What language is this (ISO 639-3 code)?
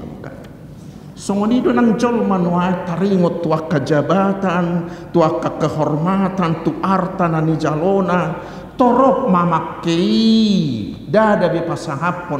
bbc